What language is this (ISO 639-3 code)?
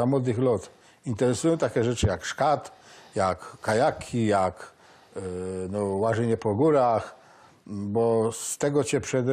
szl